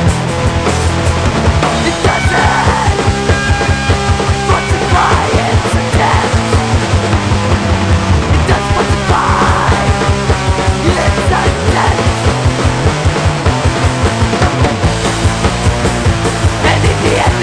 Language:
Basque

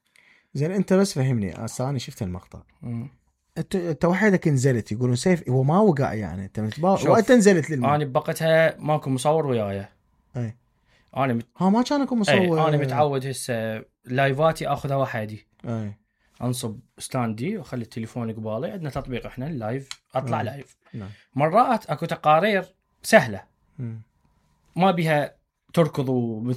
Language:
Mesopotamian Arabic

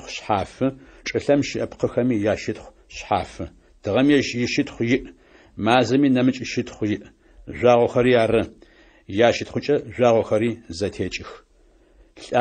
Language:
Adyghe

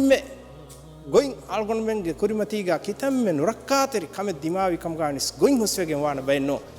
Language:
Divehi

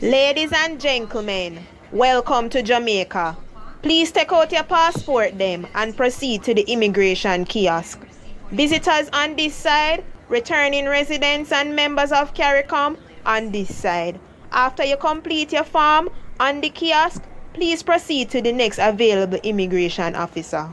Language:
Jamaican Creole English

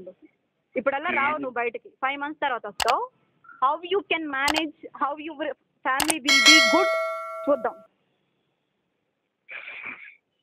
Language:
Telugu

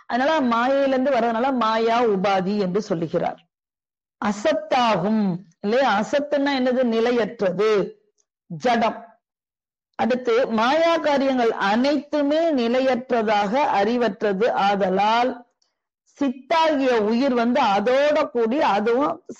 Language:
Tamil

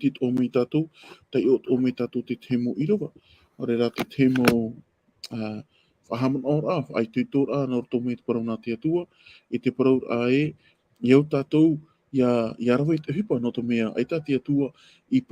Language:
Tahitian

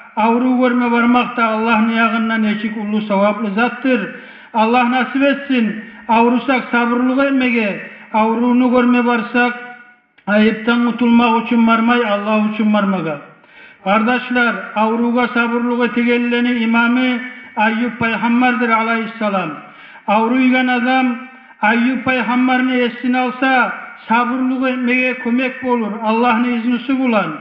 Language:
Kumyk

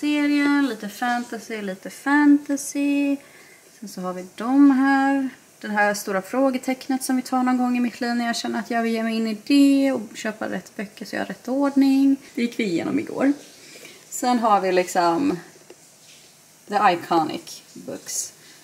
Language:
Swedish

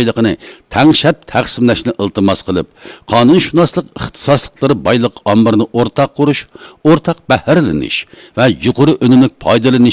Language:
Uyghur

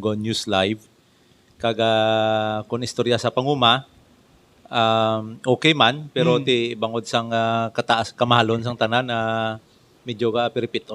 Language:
Hiligaynon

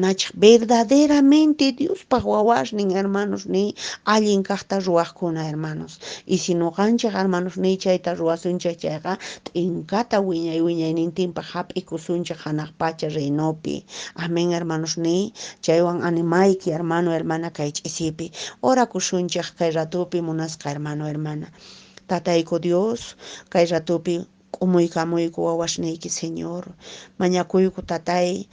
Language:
Quechua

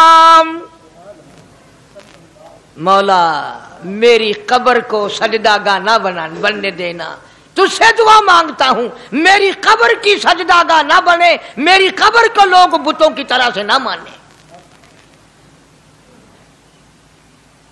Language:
Urdu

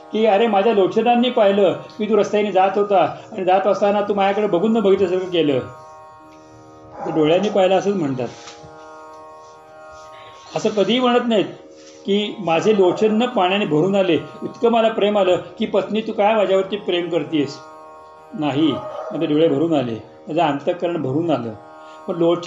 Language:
Marathi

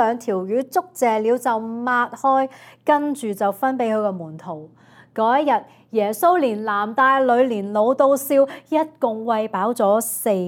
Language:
Cantonese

